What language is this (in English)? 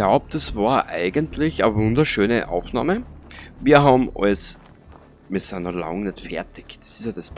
Bavarian